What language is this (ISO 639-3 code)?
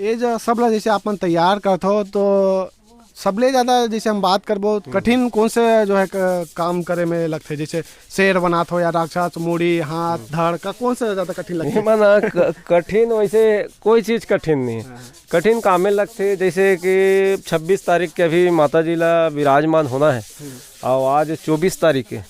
hne